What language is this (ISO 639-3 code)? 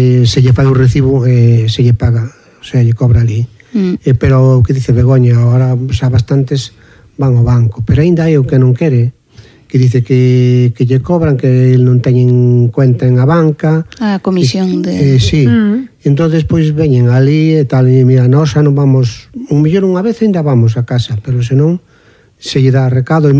glg